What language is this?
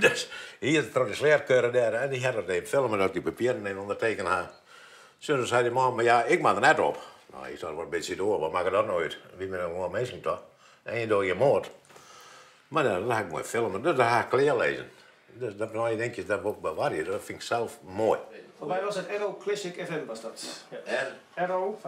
Western Frisian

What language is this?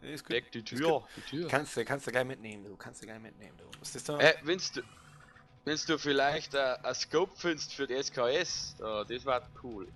Bavarian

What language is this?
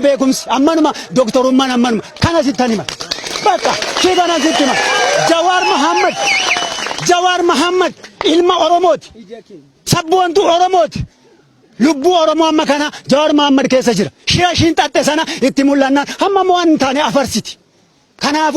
Oromo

